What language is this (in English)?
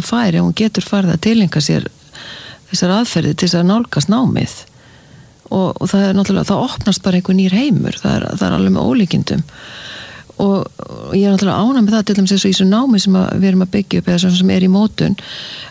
Icelandic